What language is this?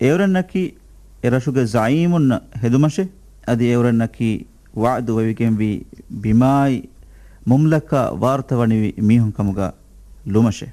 Divehi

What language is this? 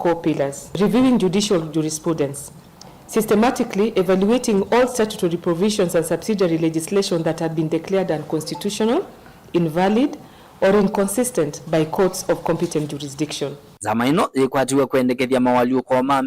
Kamba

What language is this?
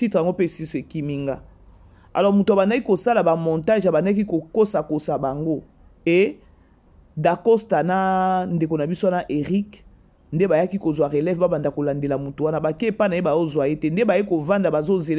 Lingala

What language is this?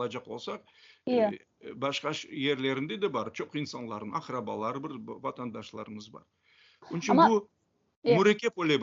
Crimean Tatar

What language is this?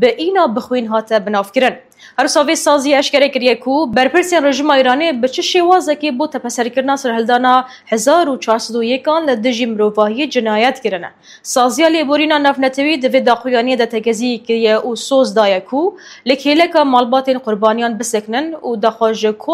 Kurdish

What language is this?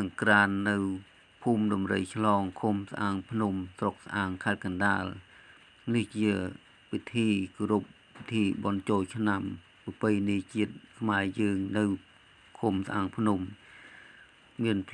Khmer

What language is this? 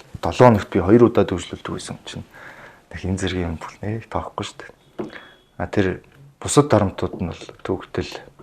Mongolian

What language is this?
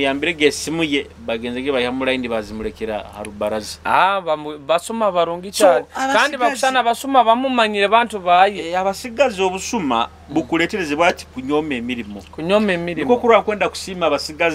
Nyoro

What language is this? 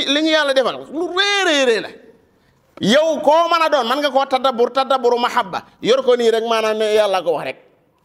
Wolof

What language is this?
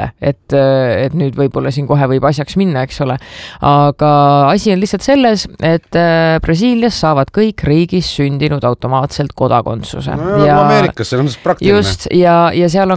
Estonian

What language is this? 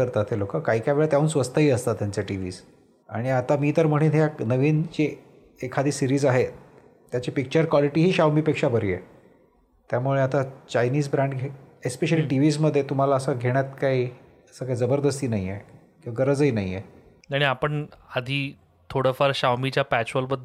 Marathi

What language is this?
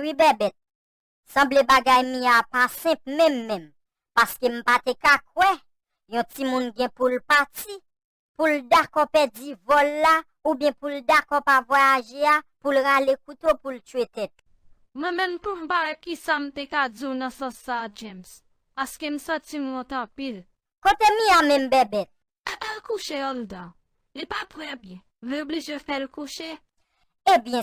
Haitian Creole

